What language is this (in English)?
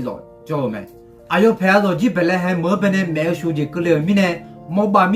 Akha